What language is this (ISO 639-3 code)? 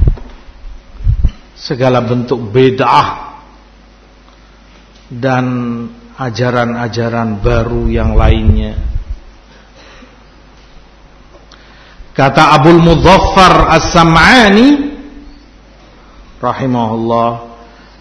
ind